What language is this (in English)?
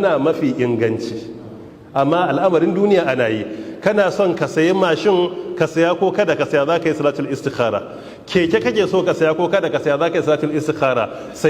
Hausa